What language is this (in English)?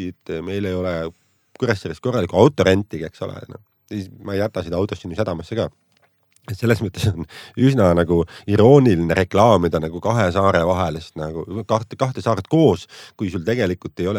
Estonian